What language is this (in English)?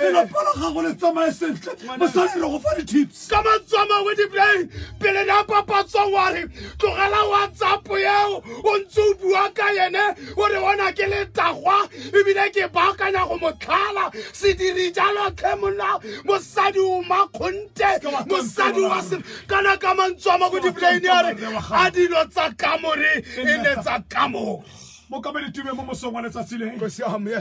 Tswana